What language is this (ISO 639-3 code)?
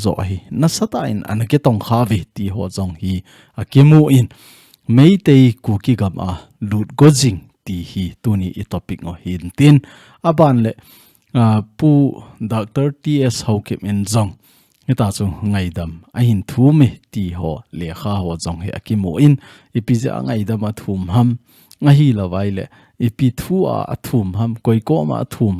tcz